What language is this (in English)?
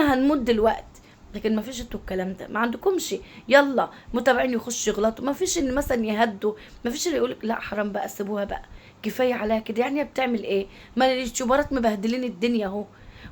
Egyptian Arabic